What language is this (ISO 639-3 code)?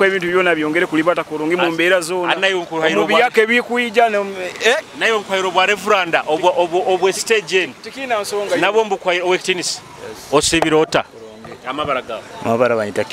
nyo